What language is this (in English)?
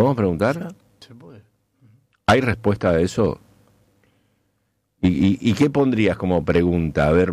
Spanish